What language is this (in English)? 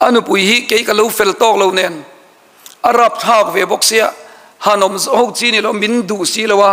Mizo